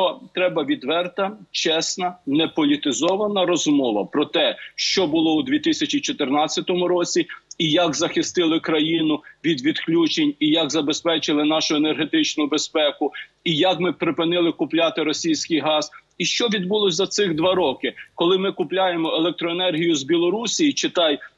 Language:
Ukrainian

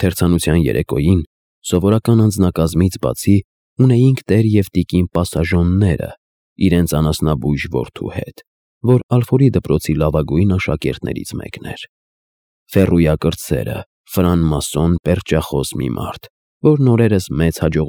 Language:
Armenian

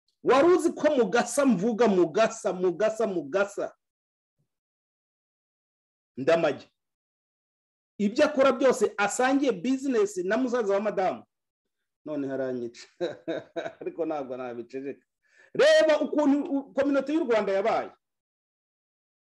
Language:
Kinyarwanda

